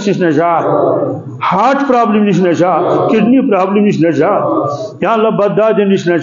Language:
Kashmiri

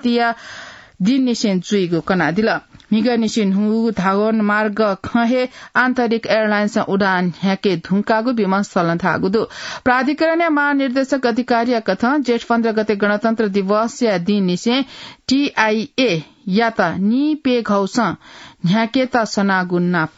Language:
Newari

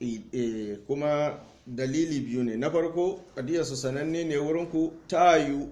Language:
Hausa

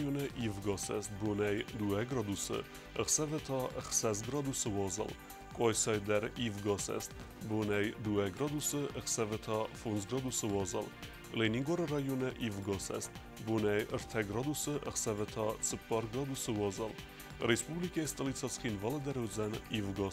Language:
Ossetic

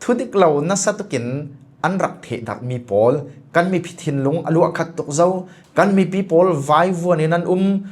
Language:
Falam Chin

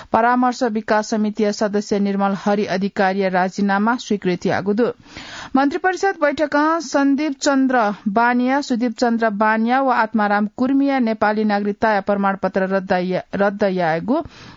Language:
Newari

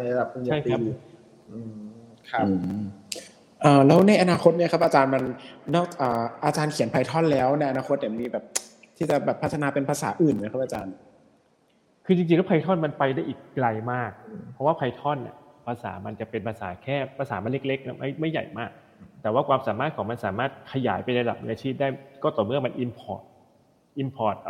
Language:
Thai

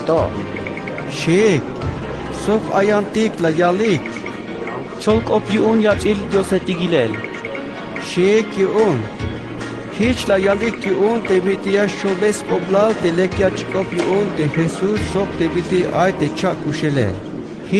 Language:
Tzeltal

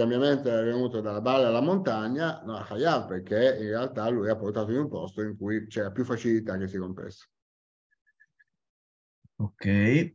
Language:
Italian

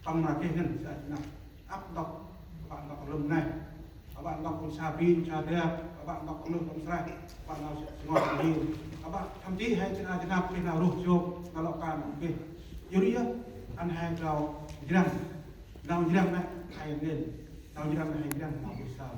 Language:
Central Mnong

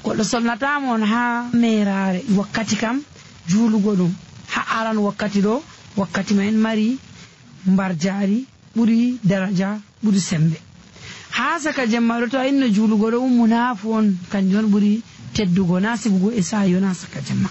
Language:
Nigerian Fulfulde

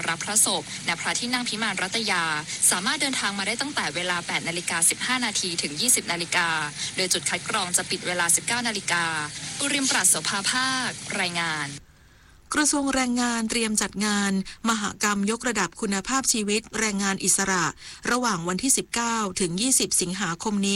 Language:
Thai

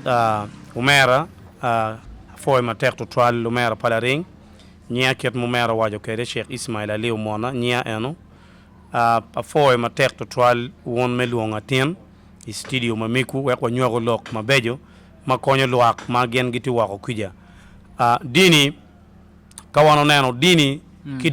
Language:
Acoli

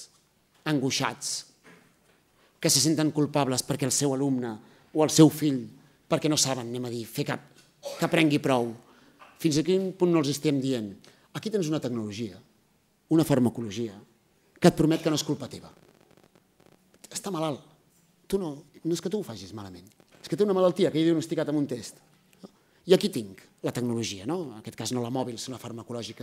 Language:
Catalan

